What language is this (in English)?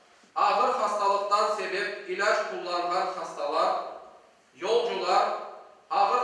Crimean Tatar